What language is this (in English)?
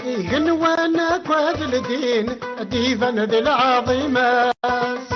Kabyle